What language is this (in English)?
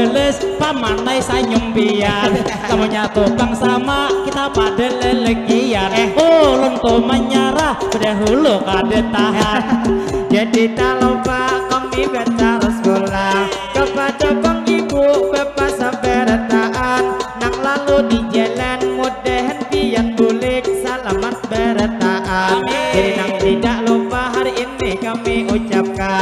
Banjar